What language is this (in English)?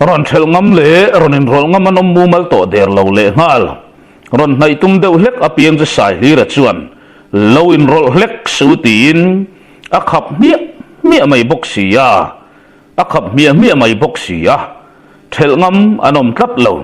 Mizo